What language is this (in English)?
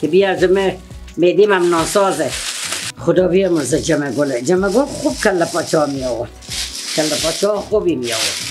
Persian